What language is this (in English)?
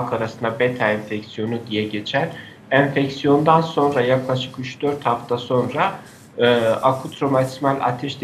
Turkish